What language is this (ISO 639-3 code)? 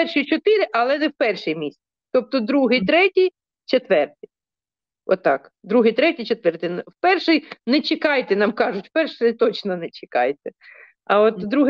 ukr